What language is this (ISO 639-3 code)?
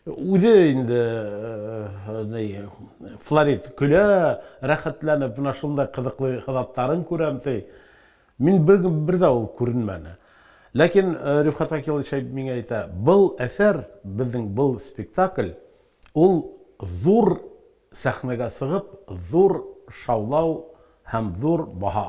bak